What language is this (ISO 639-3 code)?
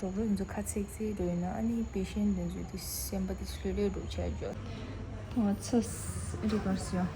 bod